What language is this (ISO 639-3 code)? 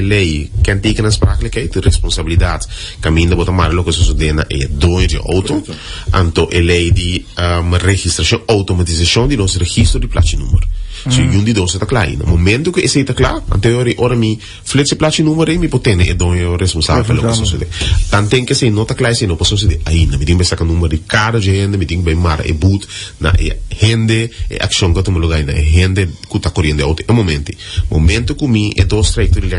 pap